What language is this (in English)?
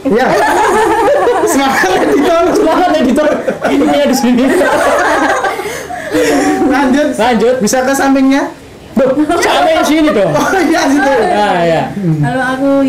Indonesian